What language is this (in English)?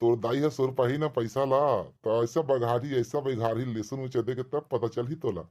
Chhattisgarhi